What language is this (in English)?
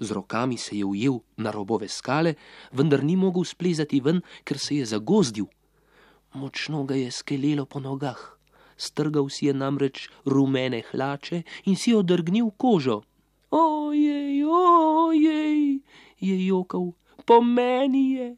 Slovenian